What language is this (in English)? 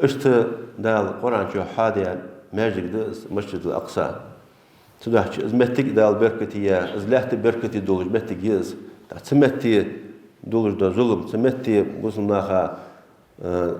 Ingush